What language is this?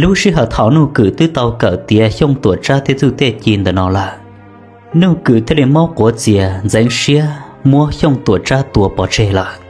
Hmong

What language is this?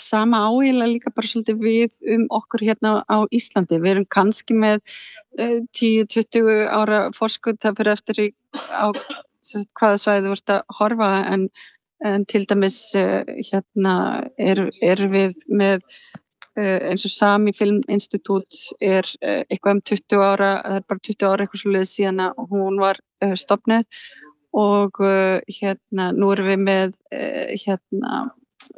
Icelandic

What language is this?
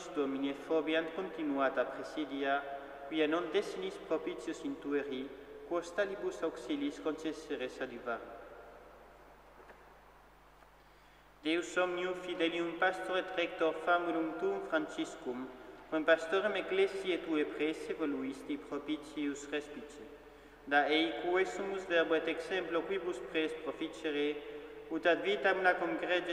Latin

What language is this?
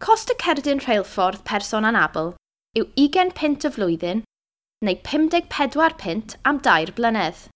Welsh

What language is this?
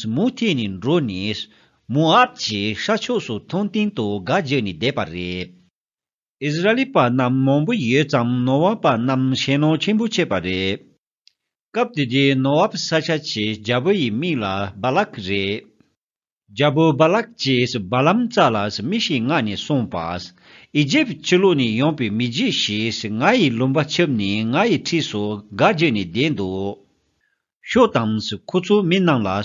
Tibetan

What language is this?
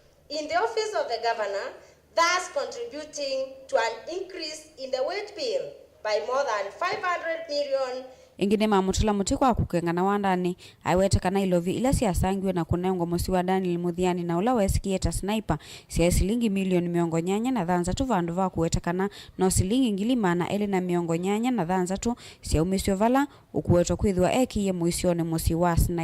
Kamba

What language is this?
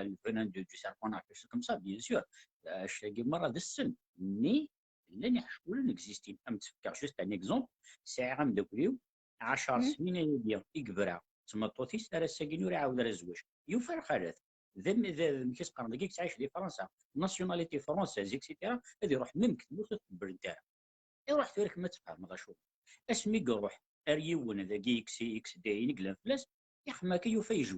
Kabyle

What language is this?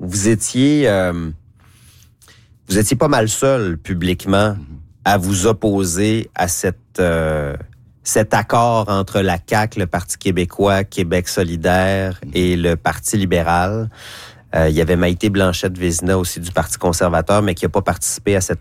French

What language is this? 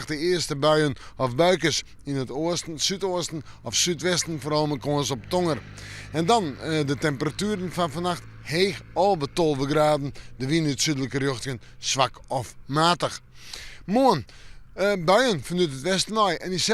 Western Frisian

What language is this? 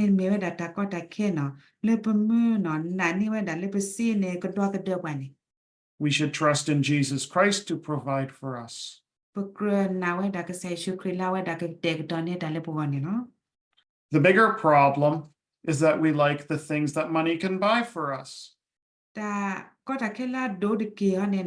S'gaw Karen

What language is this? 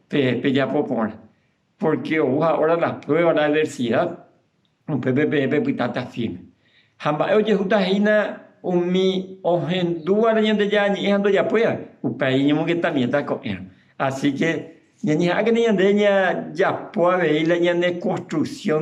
Guarani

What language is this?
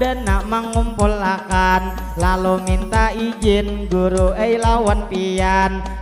Banjar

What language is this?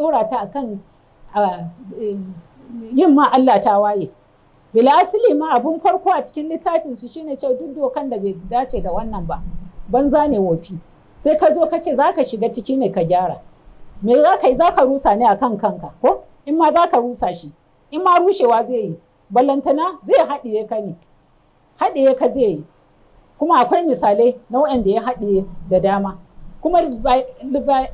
Hausa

